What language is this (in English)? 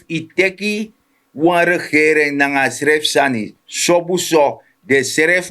Sranan Tongo